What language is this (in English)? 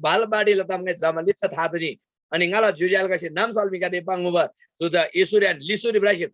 Eastern Tamang